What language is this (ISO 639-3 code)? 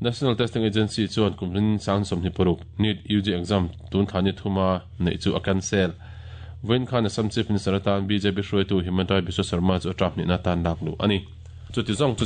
lus